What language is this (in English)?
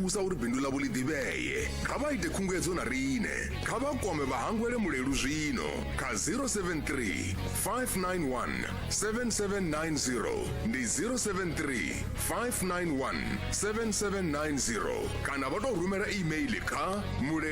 Venda